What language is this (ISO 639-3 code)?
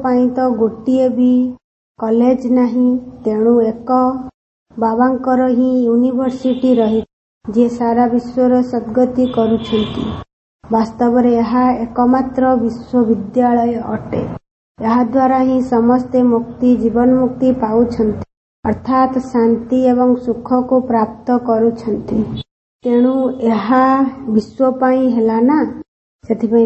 ori